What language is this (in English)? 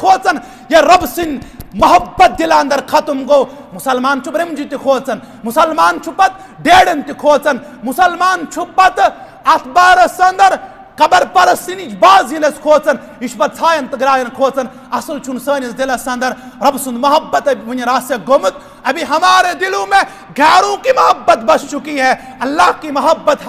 Kashmiri